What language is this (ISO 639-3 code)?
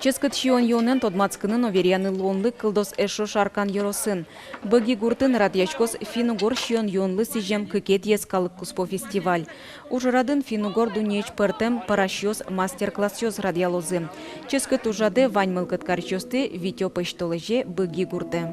udm